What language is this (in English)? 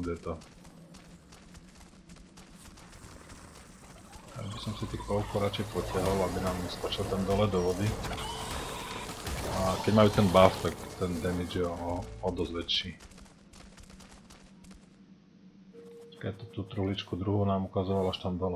Slovak